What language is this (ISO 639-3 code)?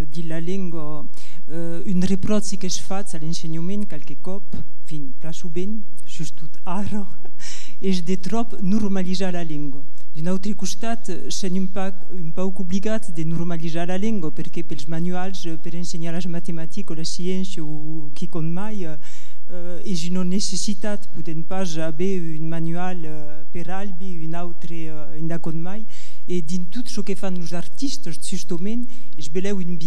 oci